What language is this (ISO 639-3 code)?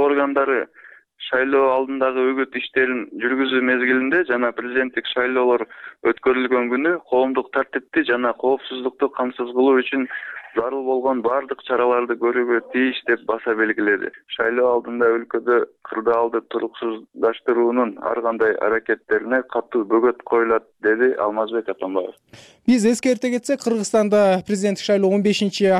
kir